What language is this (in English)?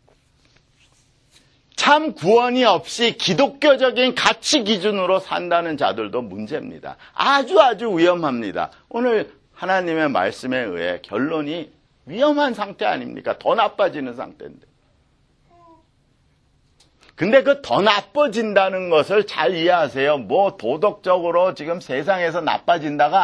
Korean